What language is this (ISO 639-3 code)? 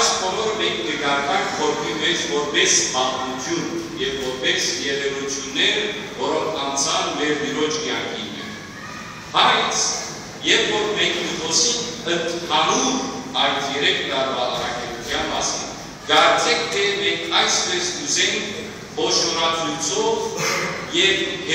hyw